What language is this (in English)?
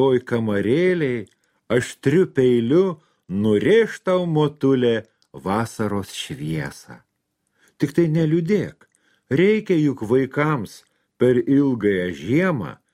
Lithuanian